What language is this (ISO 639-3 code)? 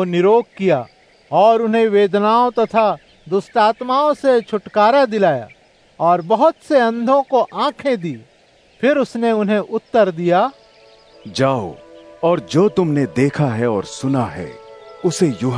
hin